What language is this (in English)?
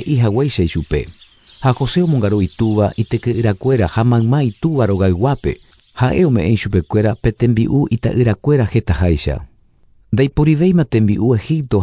Guarani